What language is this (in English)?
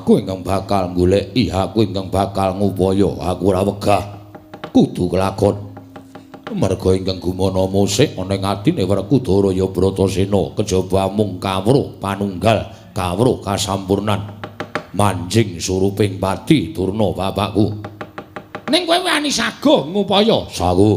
Javanese